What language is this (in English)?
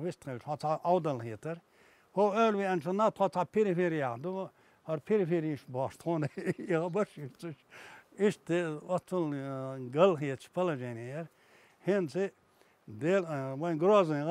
Chechen